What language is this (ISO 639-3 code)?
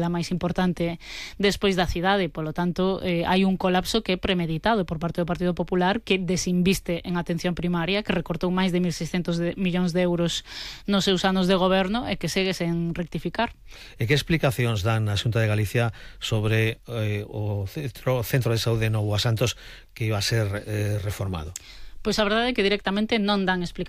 glg